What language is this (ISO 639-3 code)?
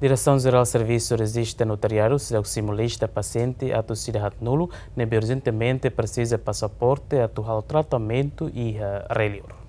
tet